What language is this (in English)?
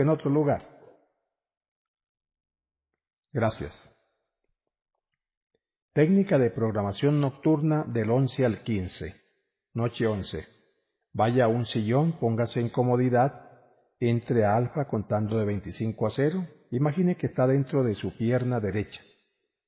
Spanish